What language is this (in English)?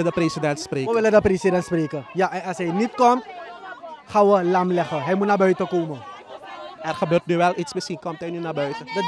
Dutch